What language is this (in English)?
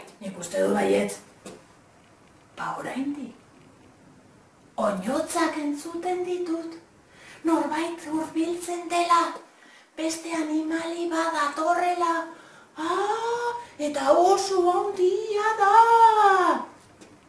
Basque